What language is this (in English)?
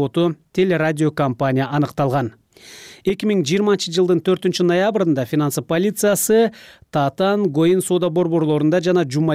Kyrgyz